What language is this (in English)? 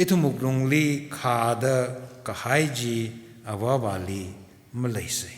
Tangkhul Naga (India)